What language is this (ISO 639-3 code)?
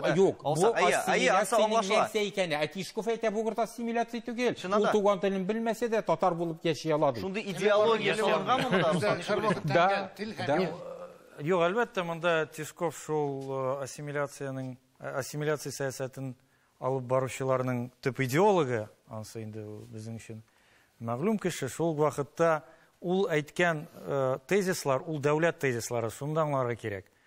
tat